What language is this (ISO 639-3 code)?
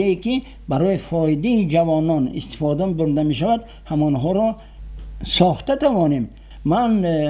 tgk